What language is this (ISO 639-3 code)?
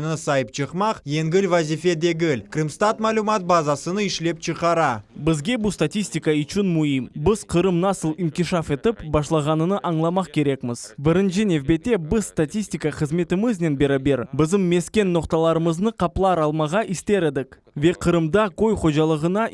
crh